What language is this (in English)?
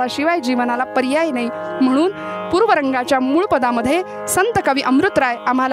Marathi